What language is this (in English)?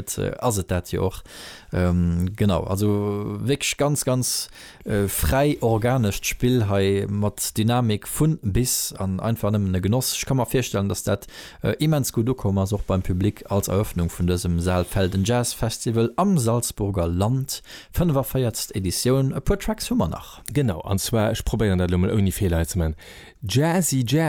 Luxembourgish